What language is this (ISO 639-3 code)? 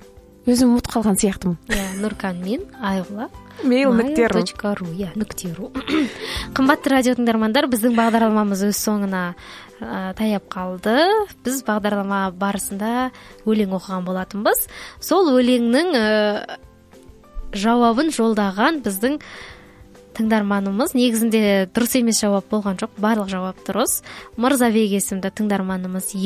kaz